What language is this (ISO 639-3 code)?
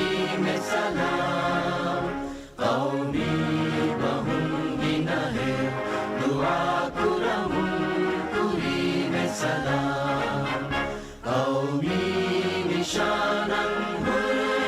div